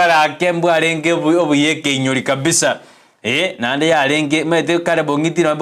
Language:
Gusii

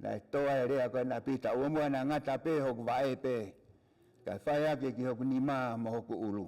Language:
Tongan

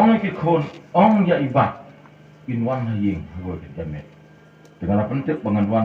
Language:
Khasi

